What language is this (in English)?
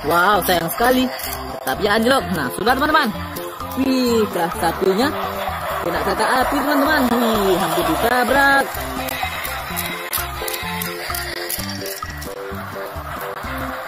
Indonesian